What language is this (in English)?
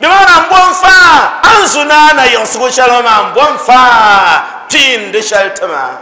Dagbani